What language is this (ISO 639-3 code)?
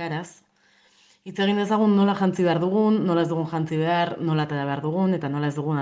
eus